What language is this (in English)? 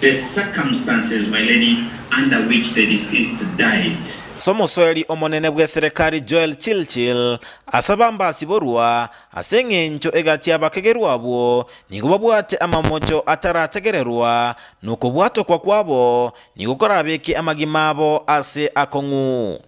Gusii